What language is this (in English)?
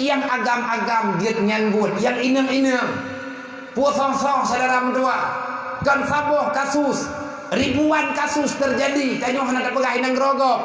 Achinese